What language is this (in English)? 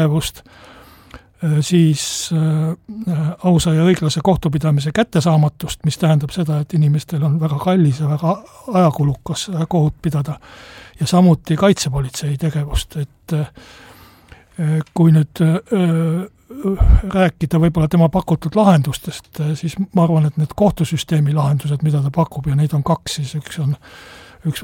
Estonian